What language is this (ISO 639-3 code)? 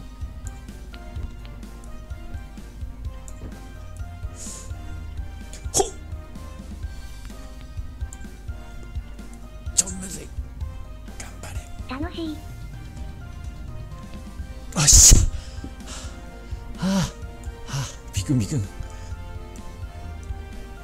jpn